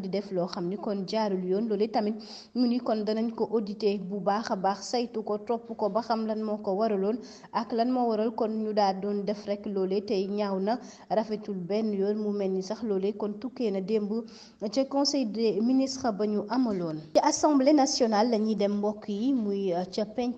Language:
Wolof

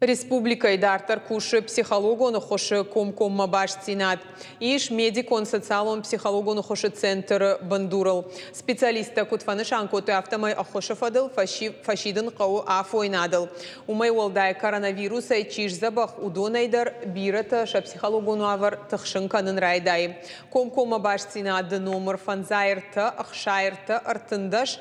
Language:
Ossetic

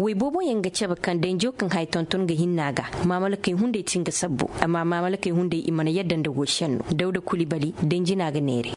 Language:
Koyraboro Senni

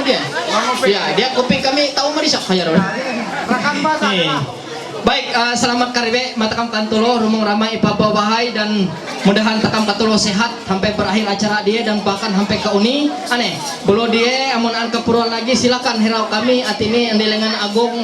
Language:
Ma'anyan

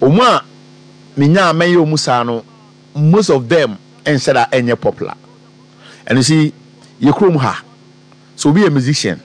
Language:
Akan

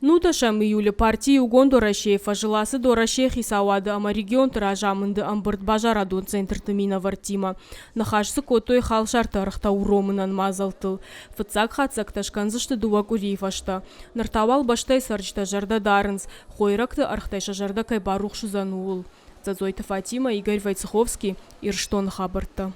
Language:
Ossetic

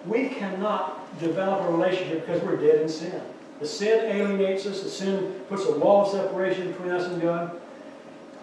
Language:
English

